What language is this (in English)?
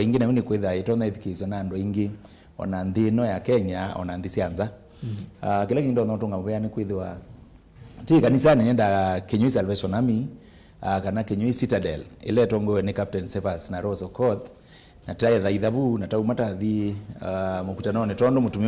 Kamba